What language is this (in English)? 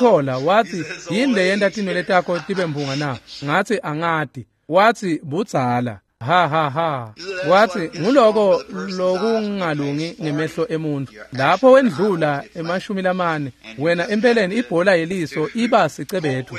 Swati